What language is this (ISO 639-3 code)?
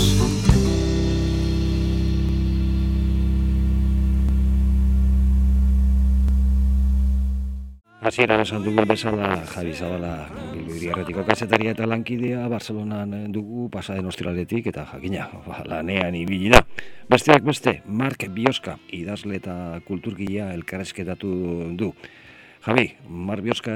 eus